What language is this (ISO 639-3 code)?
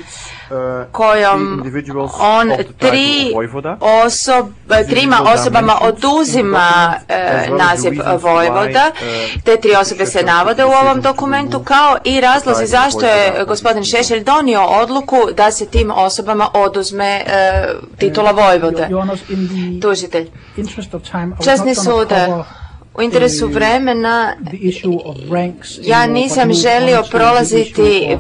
hrv